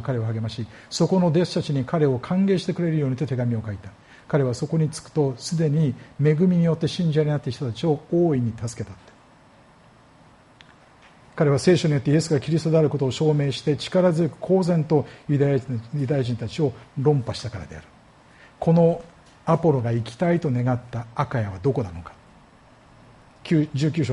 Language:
Japanese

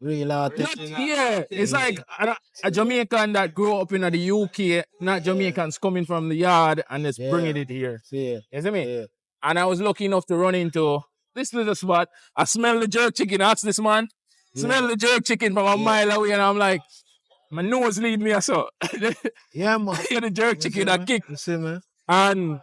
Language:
Jamaican Creole English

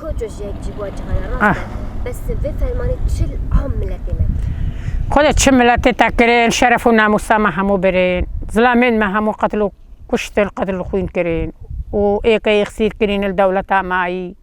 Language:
Kurdish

